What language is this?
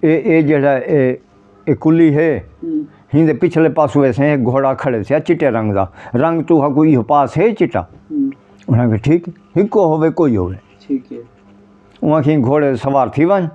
Saraiki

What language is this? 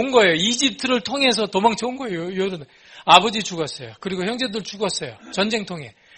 Korean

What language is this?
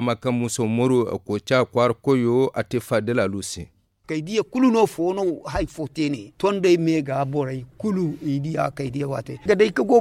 Zarma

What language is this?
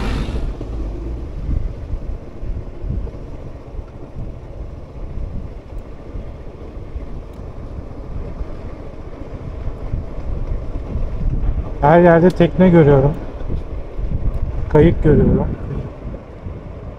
Turkish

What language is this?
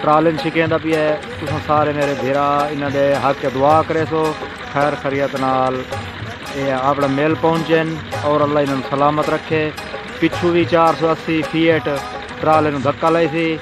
Saraiki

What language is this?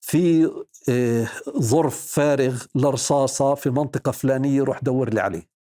North Levantine Arabic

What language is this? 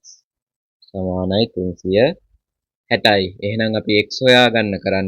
Sinhala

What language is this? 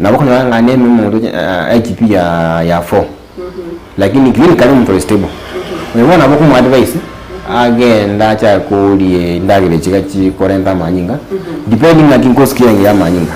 Gusii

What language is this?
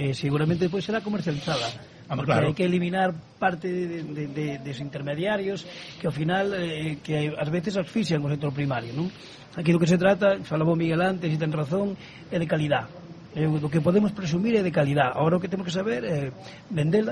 Galician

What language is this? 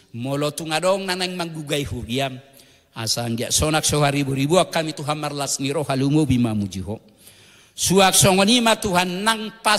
Batak Toba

